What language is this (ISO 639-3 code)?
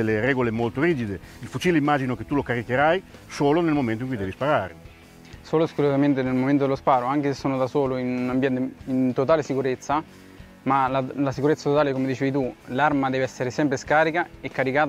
ita